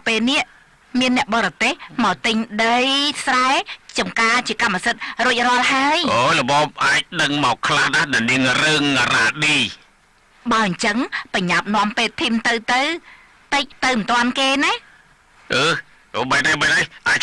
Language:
Khmer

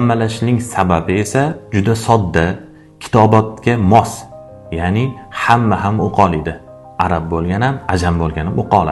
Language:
Uzbek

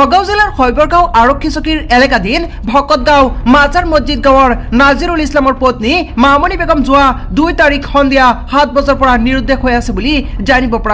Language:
Assamese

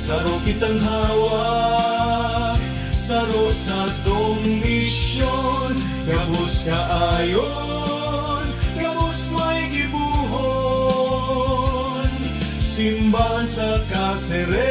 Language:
Bikol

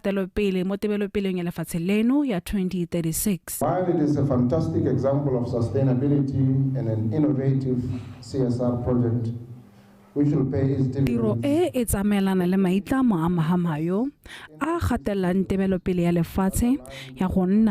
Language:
Tswana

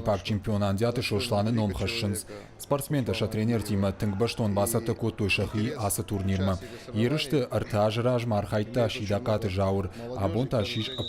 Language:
Ossetic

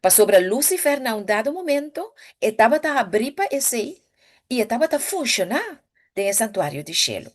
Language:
Papiamento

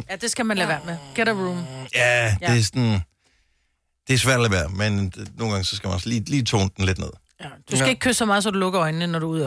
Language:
Danish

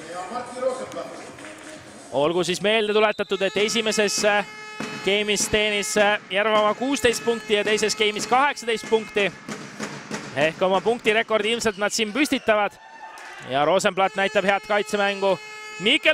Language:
Estonian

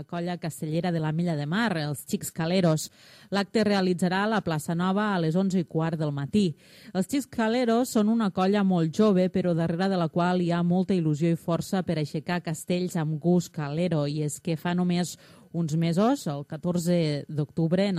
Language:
Catalan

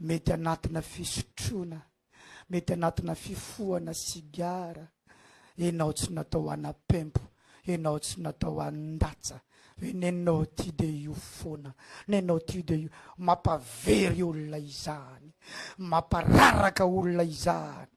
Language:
Malagasy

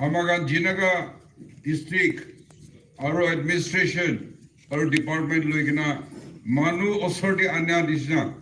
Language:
Naga Pidgin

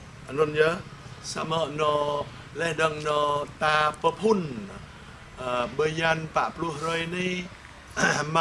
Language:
Jarai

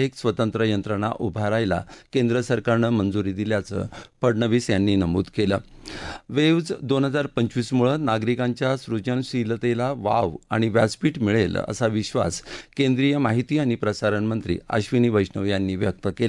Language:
Marathi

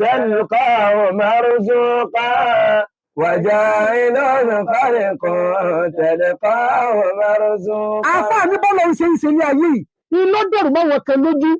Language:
Yoruba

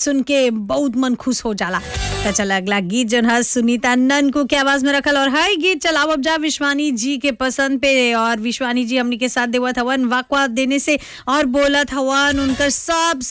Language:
Bhojpuri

